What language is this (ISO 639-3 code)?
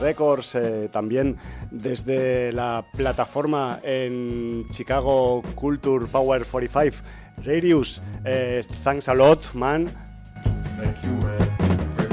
swa